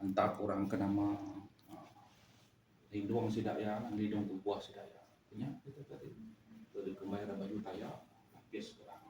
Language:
Iban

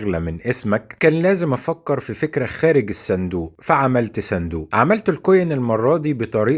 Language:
Egyptian Arabic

